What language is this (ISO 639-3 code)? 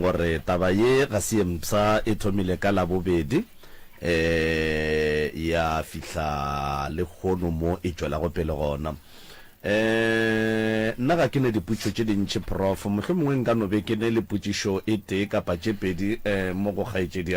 nso